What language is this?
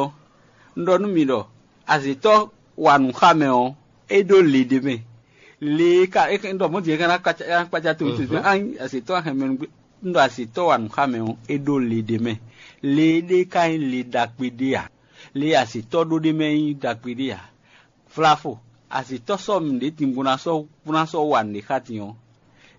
Fon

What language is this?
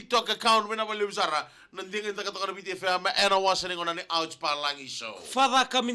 Fijian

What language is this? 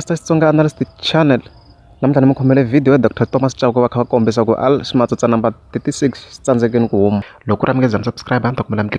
Tsonga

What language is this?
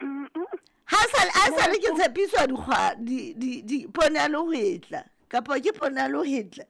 Southern Sotho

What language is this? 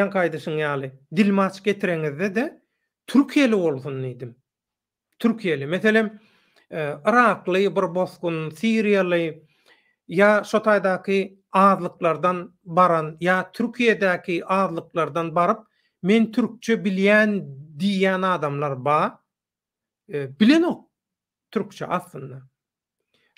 Turkmen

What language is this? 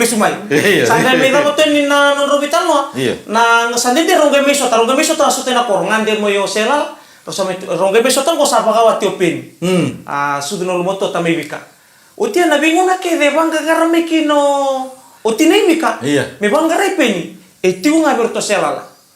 Fijian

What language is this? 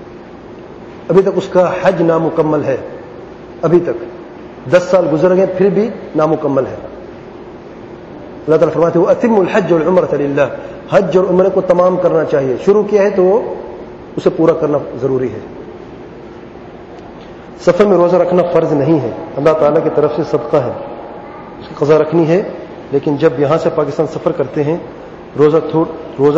Urdu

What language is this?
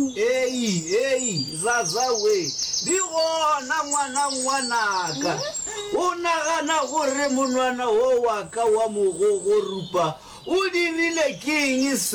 Northern Sotho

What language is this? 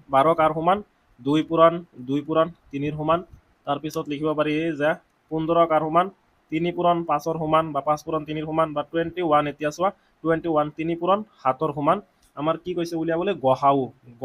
Assamese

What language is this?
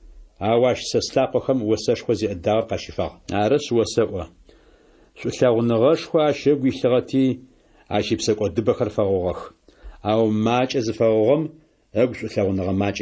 Adyghe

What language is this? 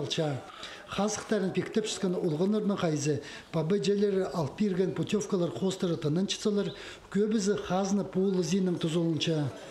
Khakas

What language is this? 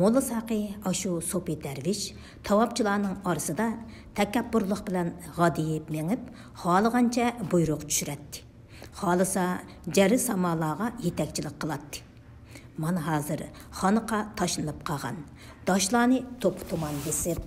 Uyghur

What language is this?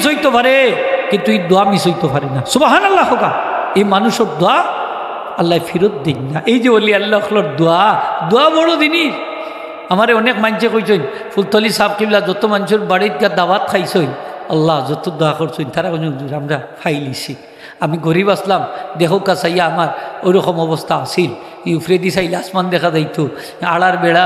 Sylheti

